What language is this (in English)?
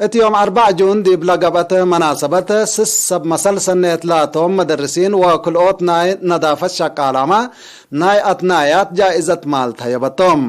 Tigre